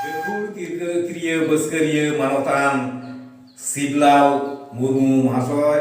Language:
Santali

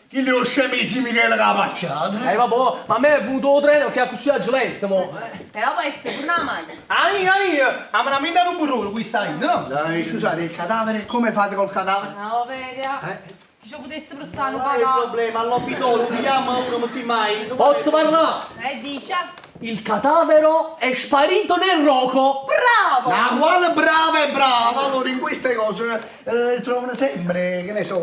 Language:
Neapolitan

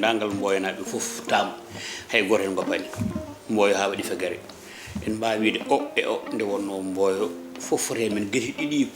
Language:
Fula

